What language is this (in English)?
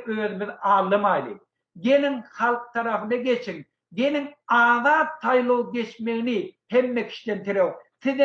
Turkmen